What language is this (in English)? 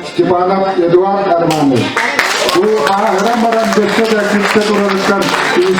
Yakut